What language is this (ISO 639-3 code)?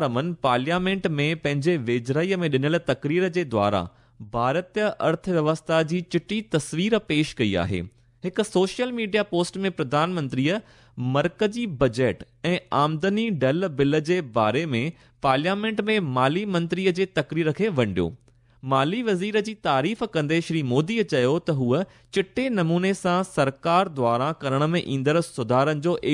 snd